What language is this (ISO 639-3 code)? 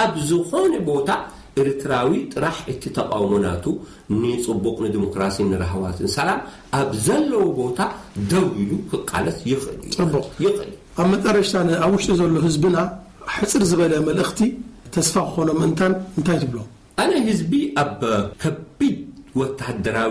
tir